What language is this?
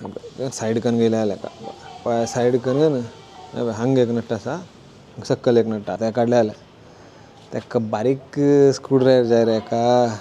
Konkani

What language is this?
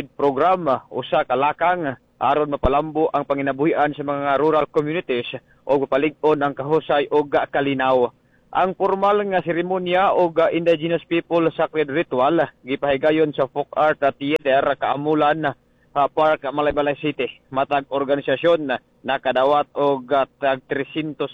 Cebuano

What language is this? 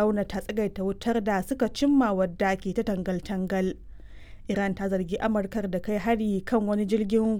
Hausa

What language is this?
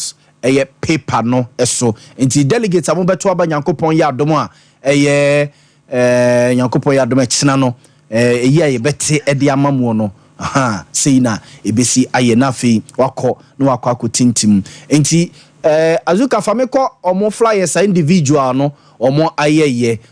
Akan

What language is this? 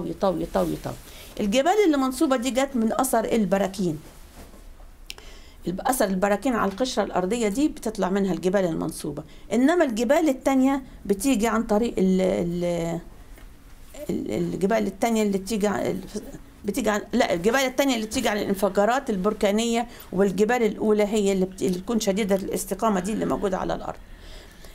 Egyptian Arabic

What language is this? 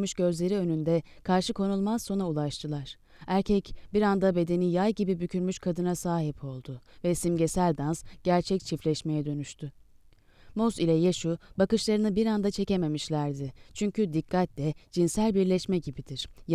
Turkish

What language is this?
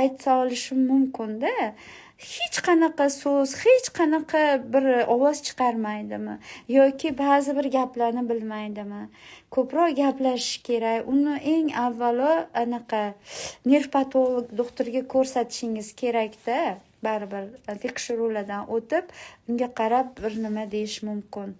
Uzbek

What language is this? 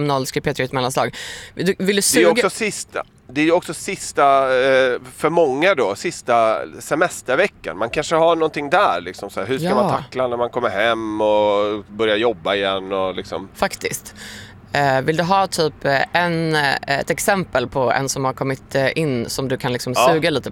Swedish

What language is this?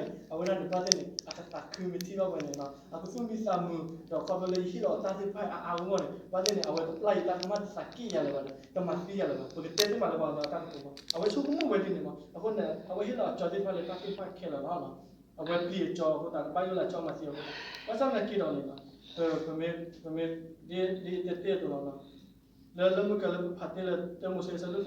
S'gaw Karen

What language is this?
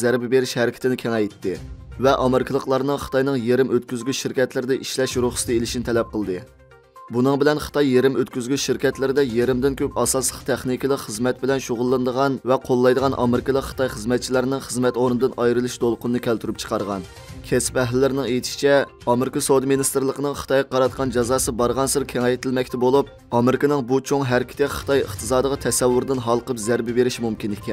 Uyghur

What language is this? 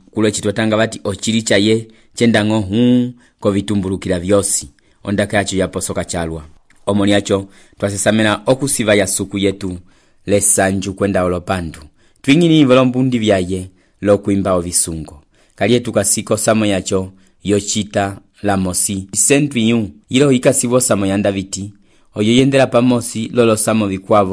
Umbundu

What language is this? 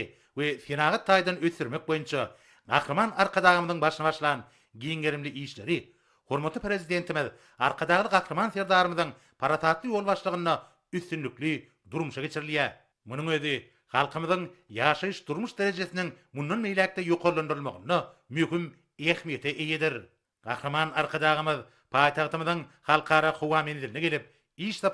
Turkmen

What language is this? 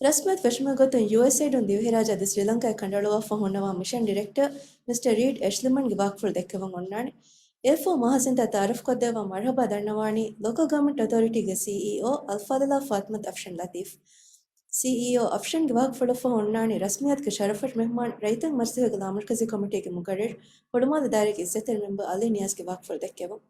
Divehi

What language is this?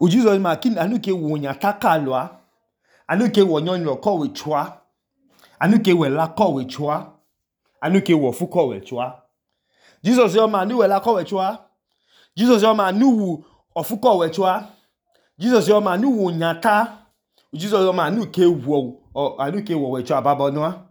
Idoma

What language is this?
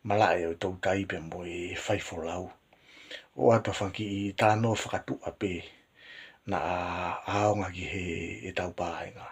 Tongan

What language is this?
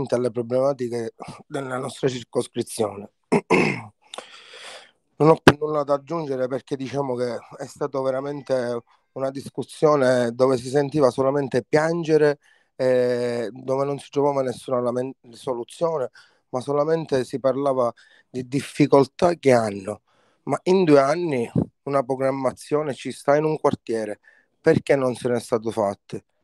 Italian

